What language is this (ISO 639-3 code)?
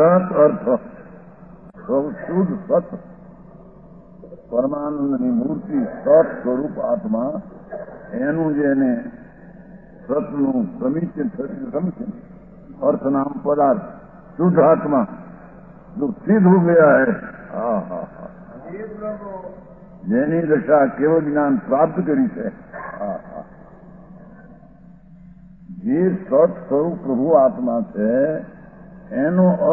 guj